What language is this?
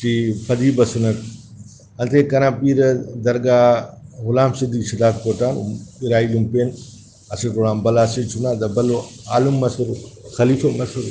Brahui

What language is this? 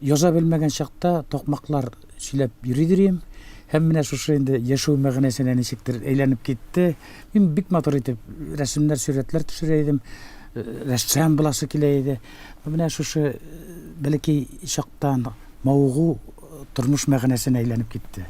Tatar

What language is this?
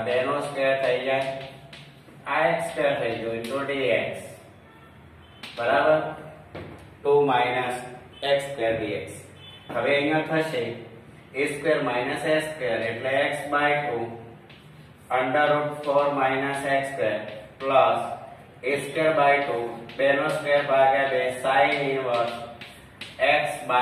Gujarati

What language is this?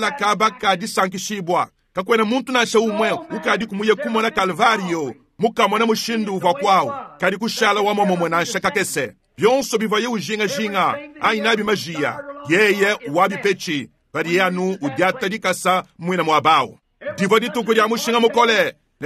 Luba-Lulua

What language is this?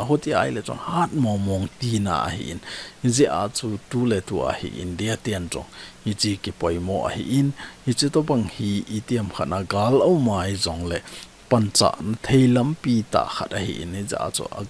Thado Chin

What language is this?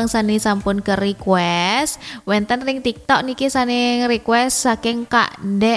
Balinese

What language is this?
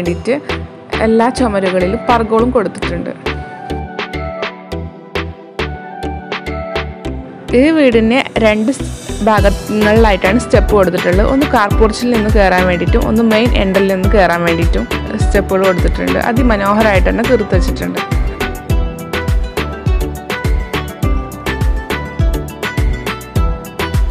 Malayalam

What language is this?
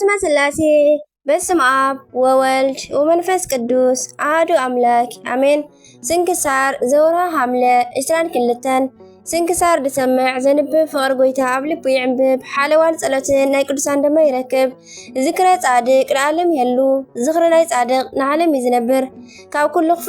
Tigrinya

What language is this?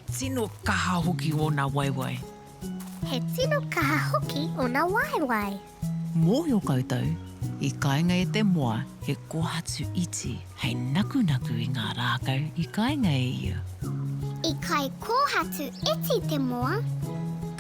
Māori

